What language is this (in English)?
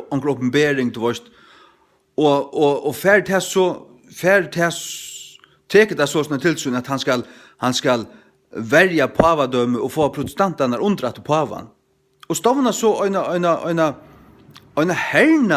Faroese